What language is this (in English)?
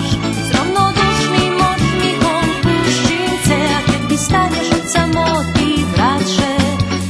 Rusyn